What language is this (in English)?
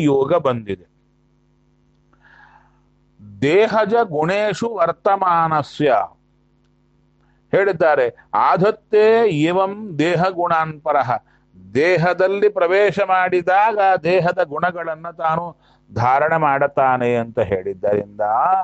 Kannada